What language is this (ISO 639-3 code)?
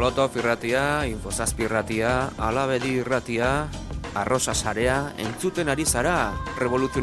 eus